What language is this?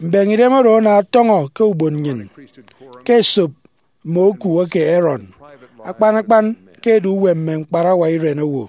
Efik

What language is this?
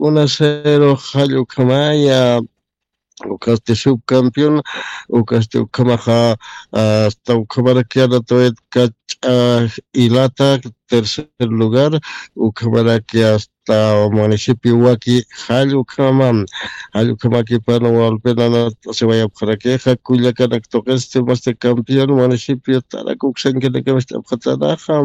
Aymara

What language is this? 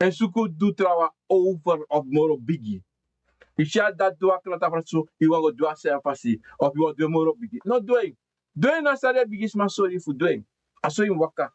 Sranan Tongo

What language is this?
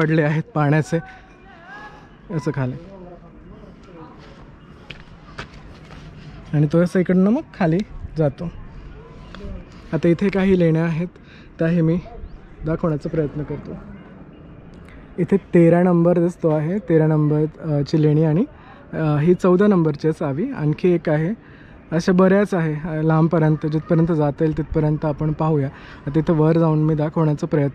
Marathi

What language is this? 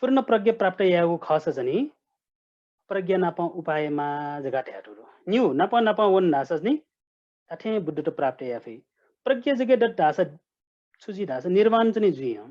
Newari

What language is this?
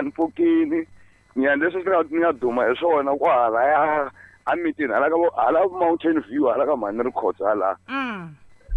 Tsonga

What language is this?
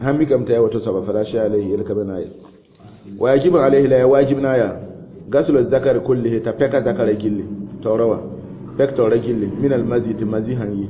Mossi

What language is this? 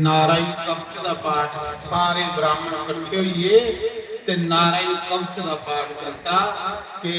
Dogri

